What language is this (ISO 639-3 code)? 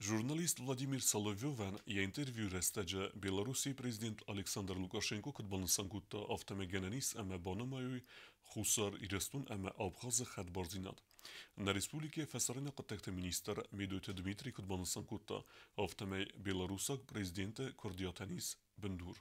oss